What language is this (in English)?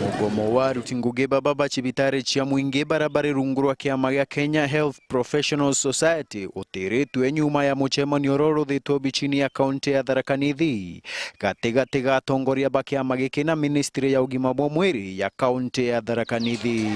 Meru